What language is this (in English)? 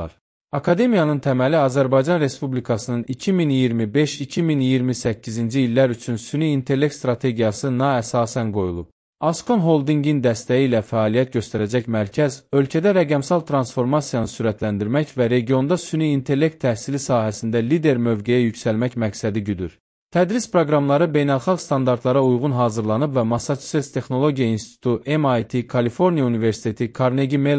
Azerbaijani